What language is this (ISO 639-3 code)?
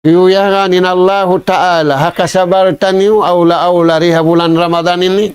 tsg